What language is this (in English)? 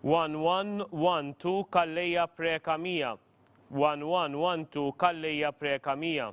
English